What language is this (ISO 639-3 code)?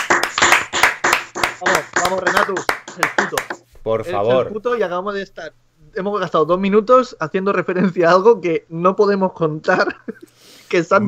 spa